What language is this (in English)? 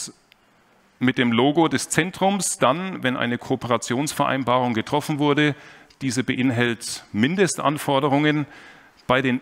German